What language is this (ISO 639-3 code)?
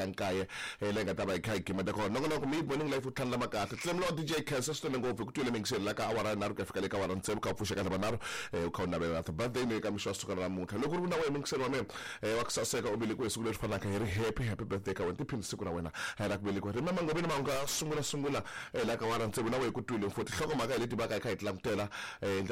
tso